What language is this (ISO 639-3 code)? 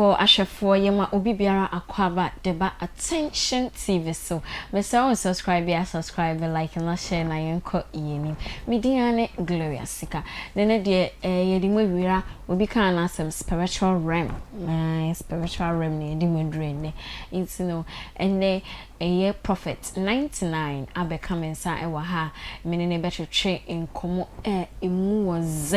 aka